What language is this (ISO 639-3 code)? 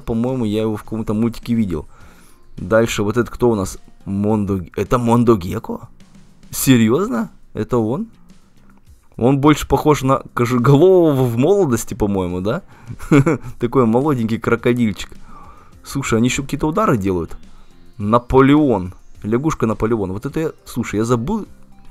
rus